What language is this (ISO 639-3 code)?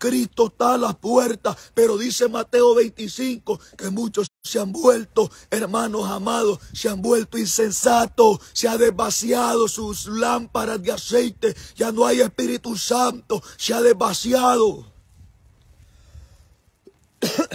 spa